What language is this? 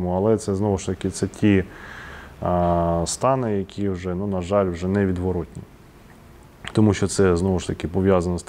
Ukrainian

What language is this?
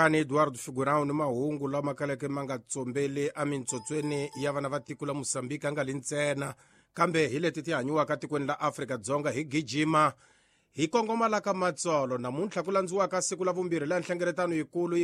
Tsonga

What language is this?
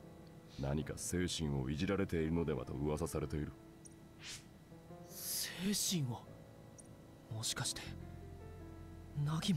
Japanese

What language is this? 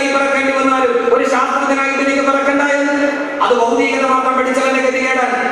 Malayalam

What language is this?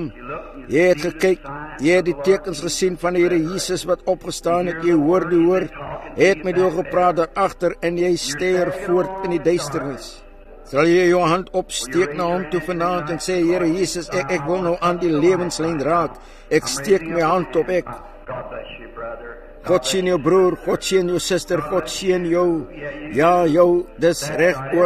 Afrikaans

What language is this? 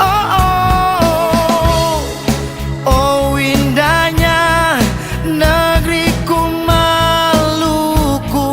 Ambonese Malay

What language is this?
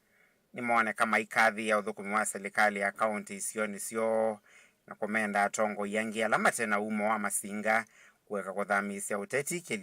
Kamba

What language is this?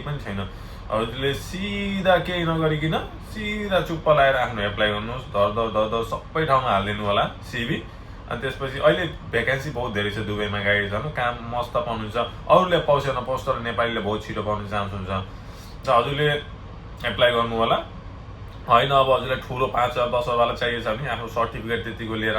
Nepali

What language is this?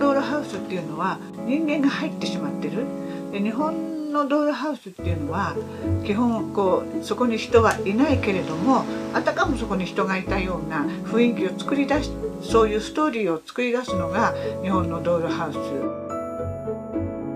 Japanese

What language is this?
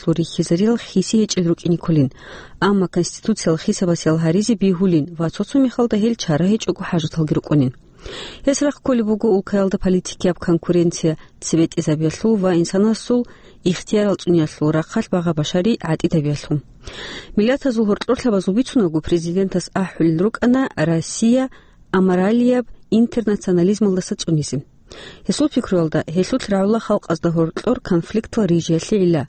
Avaric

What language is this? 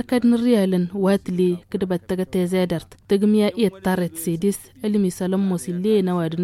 Tamasheq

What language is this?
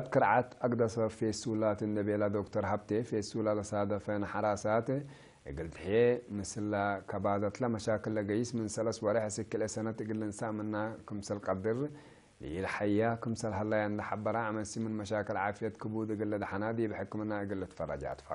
Tigre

